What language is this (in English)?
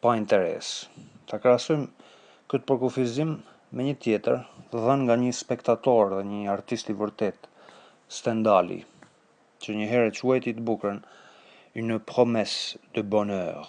Albanian